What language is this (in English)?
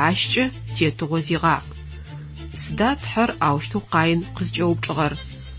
Adyghe